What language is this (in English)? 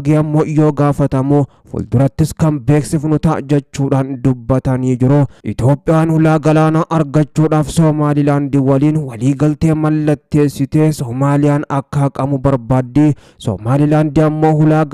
Oromo